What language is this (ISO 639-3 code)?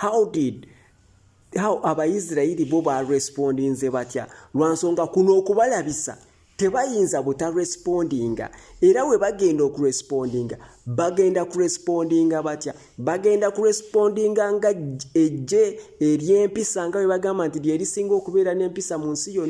lug